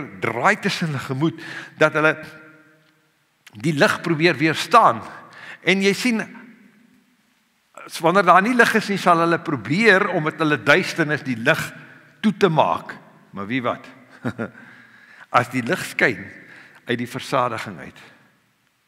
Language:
Afrikaans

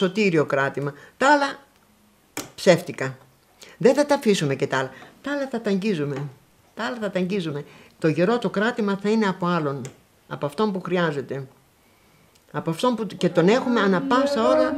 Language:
Greek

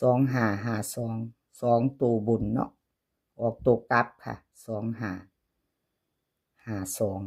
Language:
Northeastern Thai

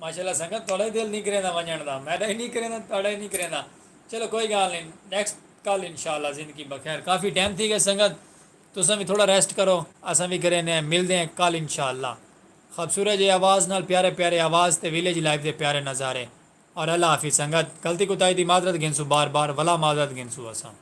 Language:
Saraiki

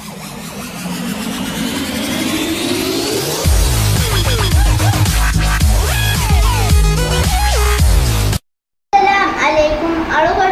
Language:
Divehi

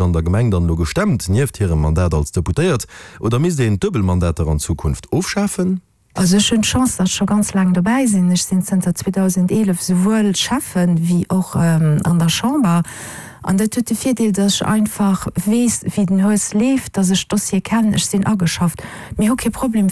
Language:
Luxembourgish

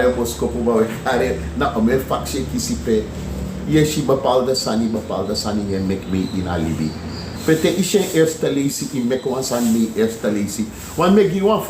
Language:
Sranan Tongo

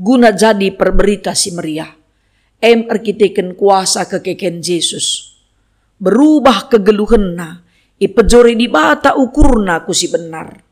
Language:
Batak Karo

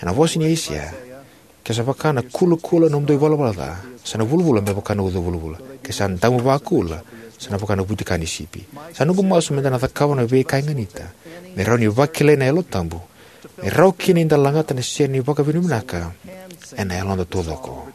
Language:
Fijian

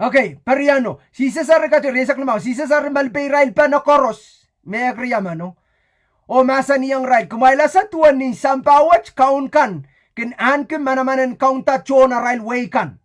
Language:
Pohnpeian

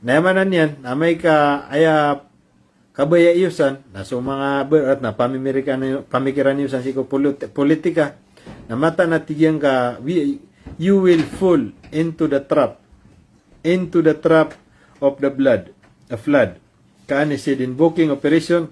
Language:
Maranao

